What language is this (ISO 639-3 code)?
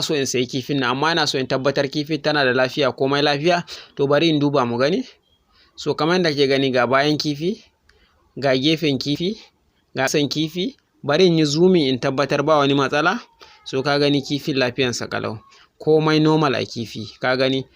hau